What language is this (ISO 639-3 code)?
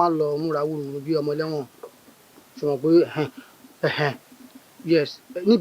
yor